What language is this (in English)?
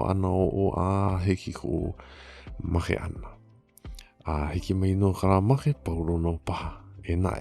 Hawaiian